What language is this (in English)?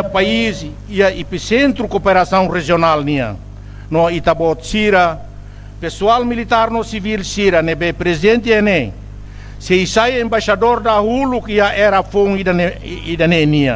Tetum